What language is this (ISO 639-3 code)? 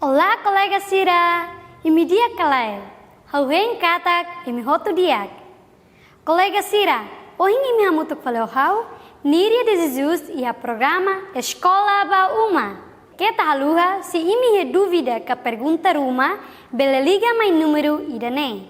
tet